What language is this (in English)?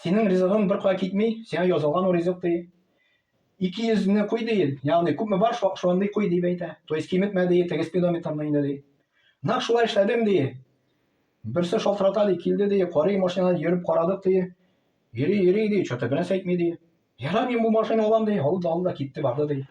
Tatar